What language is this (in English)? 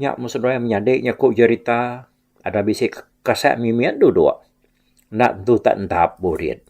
Iban